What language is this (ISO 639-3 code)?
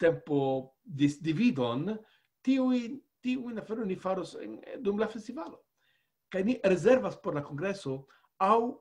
epo